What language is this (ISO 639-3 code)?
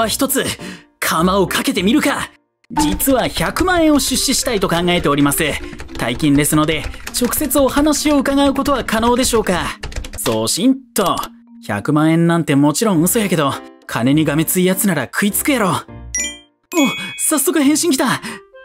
jpn